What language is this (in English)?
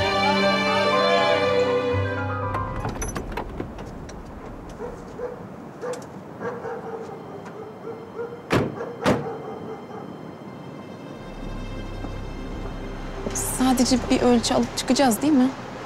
Turkish